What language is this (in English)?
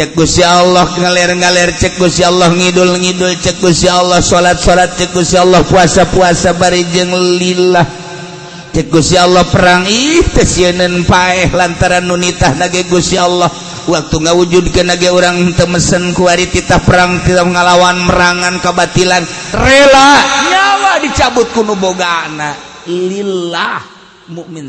Sundanese